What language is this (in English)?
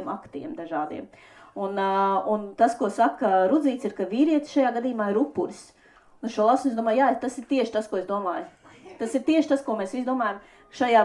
Latvian